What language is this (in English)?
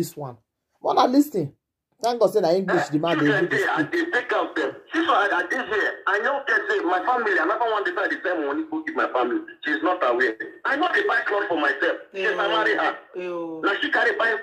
Nigerian Pidgin